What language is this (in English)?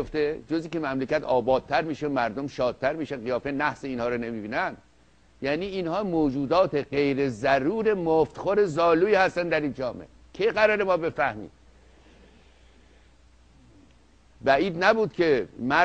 Persian